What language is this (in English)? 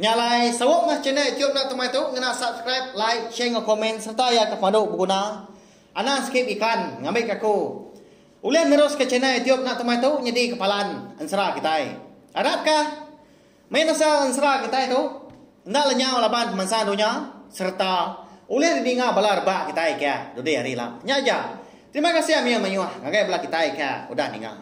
Iban